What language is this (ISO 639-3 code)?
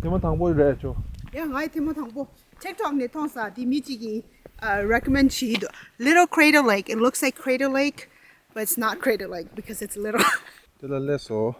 bod